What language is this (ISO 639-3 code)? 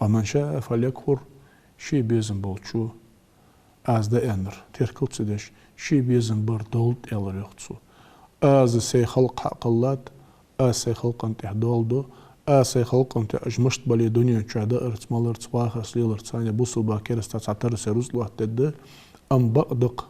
inh